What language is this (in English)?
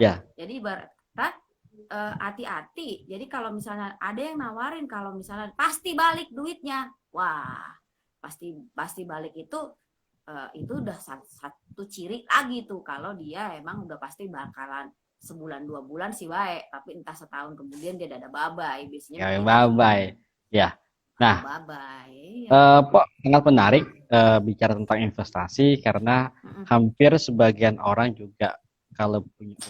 Betawi